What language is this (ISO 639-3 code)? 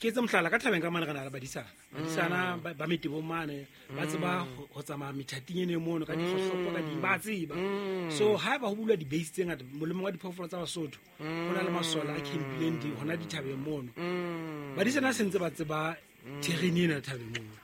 sot